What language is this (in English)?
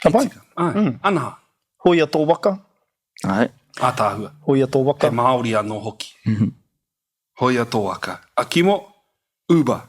Māori